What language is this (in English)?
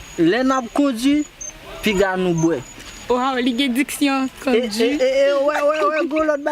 Haitian Creole